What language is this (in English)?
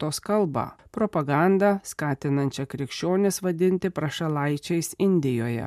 Lithuanian